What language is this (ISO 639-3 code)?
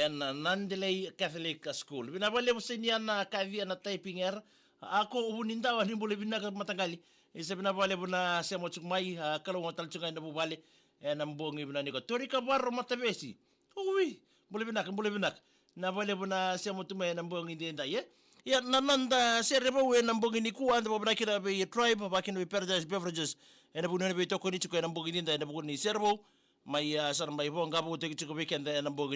fij